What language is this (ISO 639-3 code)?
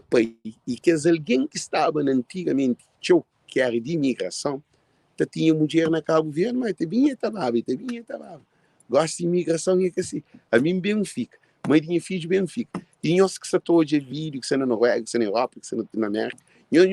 kea